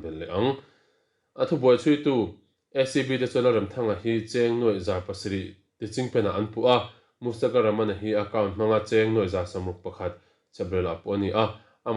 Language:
Mizo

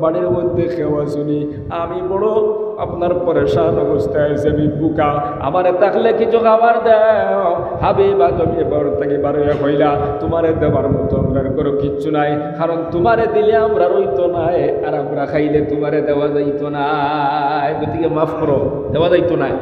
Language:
Sylheti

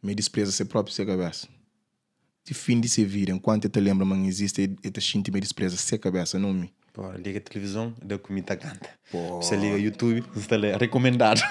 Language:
Kabuverdianu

